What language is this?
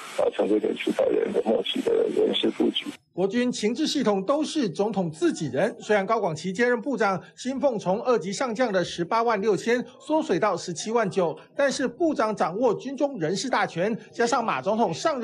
Chinese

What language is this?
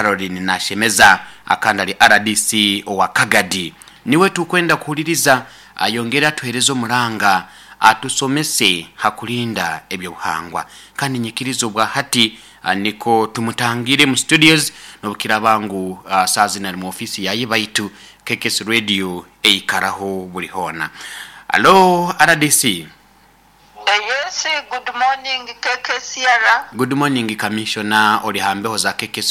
Nyoro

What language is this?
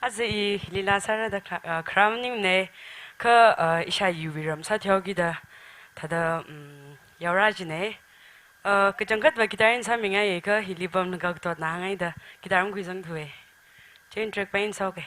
Tangkhul Naga (India)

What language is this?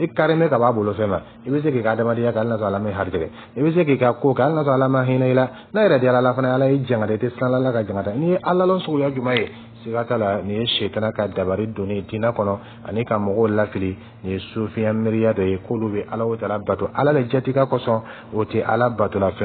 Dyula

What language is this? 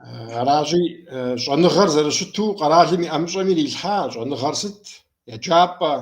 Kabardian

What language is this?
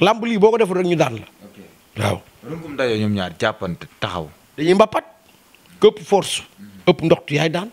Wolof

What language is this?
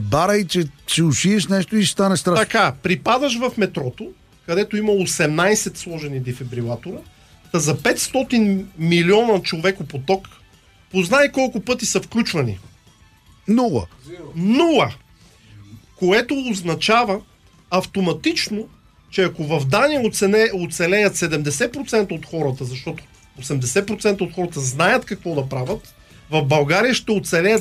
Bulgarian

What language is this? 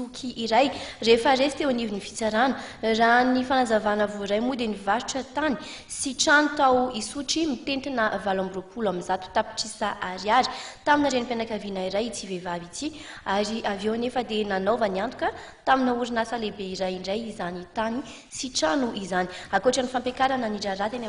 Malagasy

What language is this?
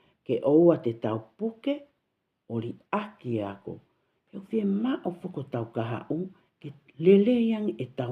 Tongan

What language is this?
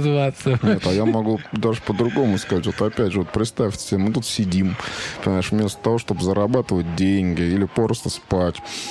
Russian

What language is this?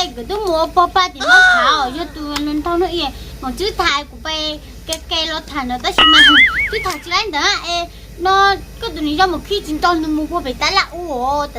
Hmong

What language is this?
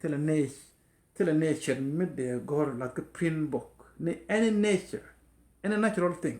Nuer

